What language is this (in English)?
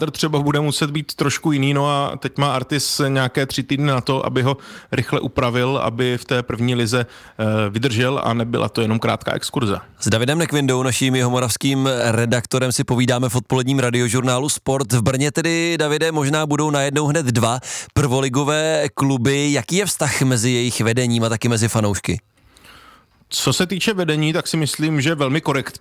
Czech